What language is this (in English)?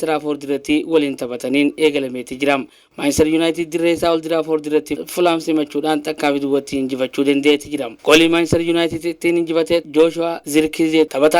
Oromo